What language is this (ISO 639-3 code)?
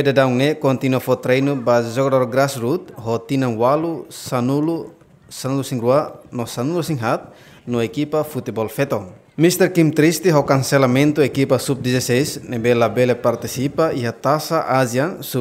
tet